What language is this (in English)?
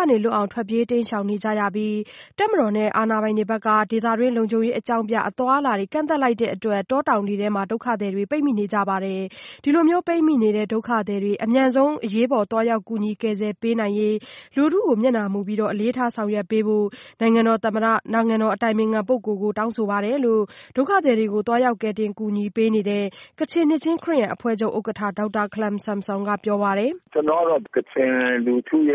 Burmese